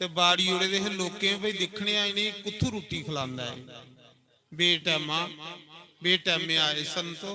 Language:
Dogri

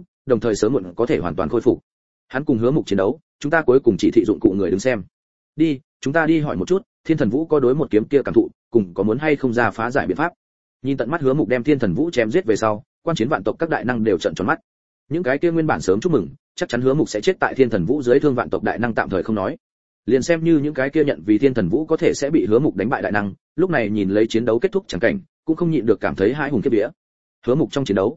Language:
Vietnamese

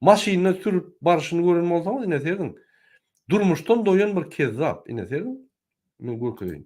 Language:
Turkmen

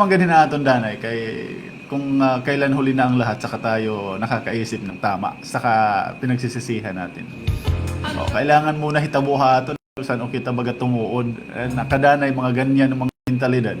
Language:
Waray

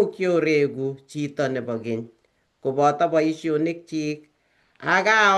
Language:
Kalenjin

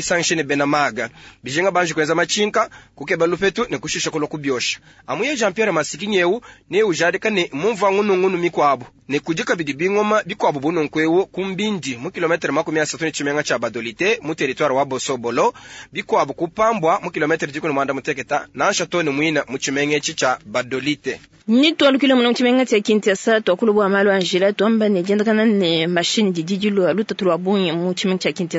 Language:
Luba-Lulua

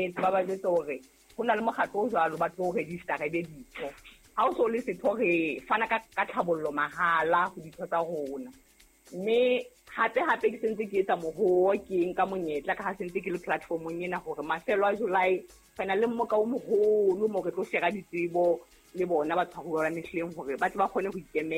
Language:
Southern Sotho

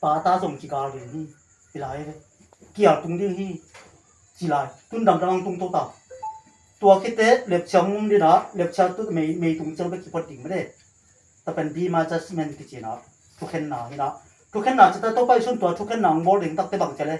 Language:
Tedim Chin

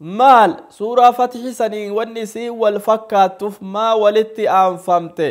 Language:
Oromo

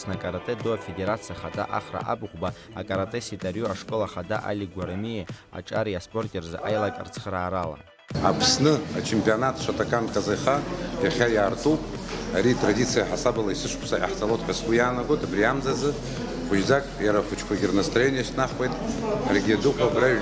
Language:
Abkhazian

